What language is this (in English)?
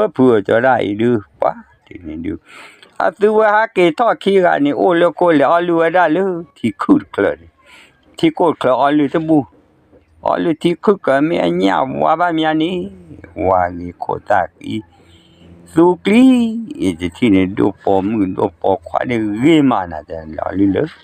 S'gaw Karen